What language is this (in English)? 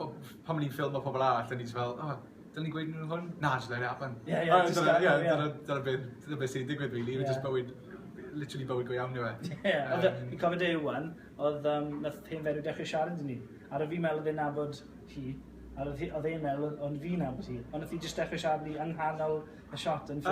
Welsh